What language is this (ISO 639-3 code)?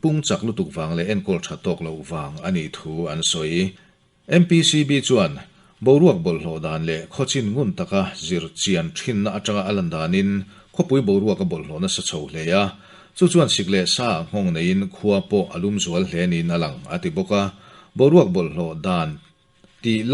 lus